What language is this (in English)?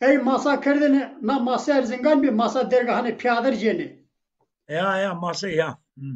Zaza